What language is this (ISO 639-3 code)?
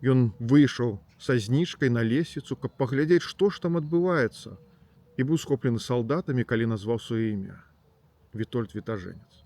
bel